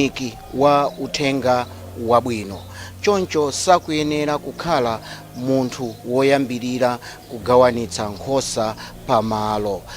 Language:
Nyanja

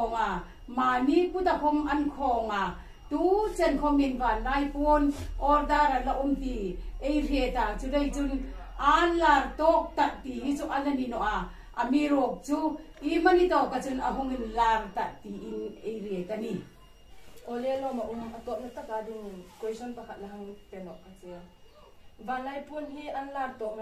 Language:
Hmar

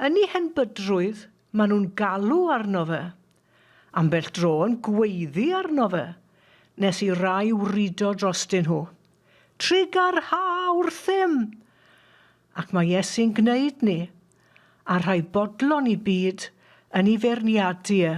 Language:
Welsh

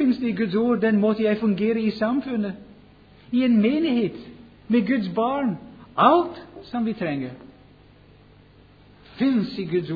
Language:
Norwegian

